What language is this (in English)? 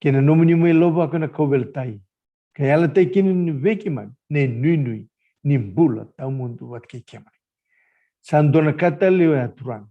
Fijian